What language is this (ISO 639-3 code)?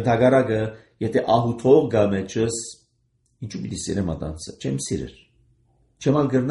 hye